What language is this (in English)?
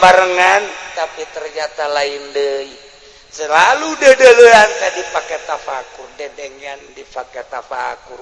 Sundanese